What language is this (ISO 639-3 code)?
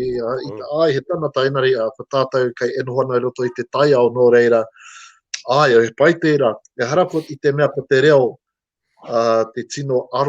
mri